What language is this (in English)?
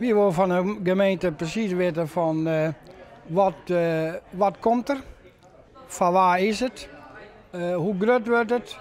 Western Frisian